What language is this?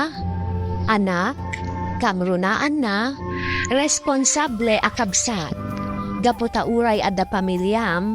Iloko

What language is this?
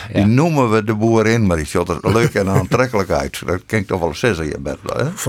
Western Frisian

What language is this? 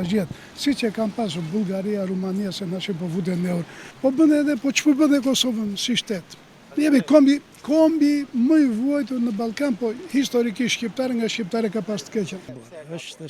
Albanian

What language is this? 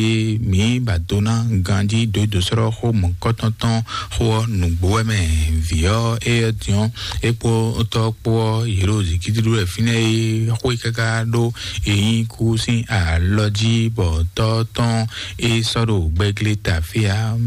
Fon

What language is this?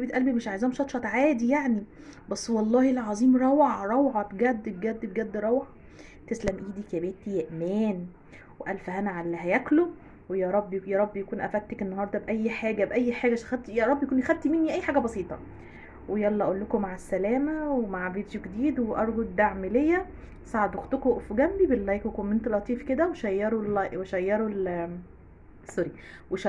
Egyptian Arabic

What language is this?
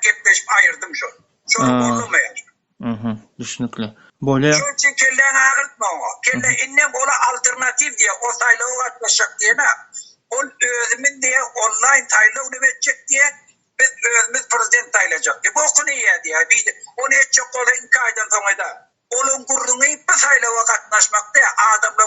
Turkmen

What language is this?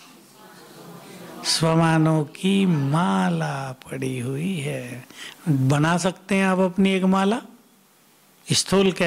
Hindi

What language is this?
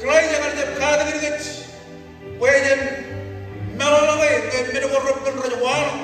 Marshallese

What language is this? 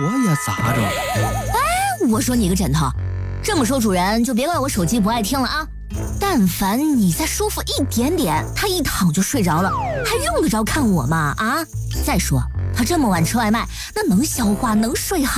Chinese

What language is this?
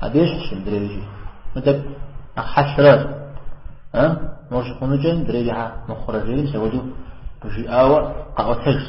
Kabardian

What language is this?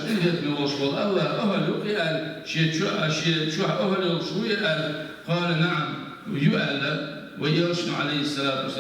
Chechen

